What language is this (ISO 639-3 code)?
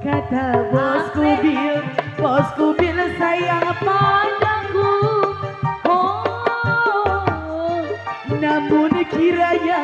bew